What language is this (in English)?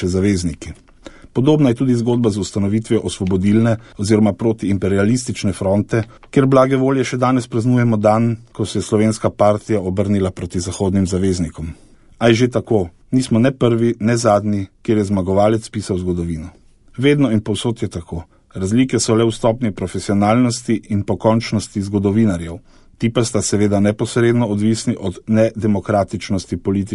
Slovenian